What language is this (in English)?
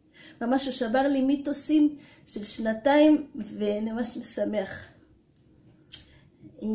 Hebrew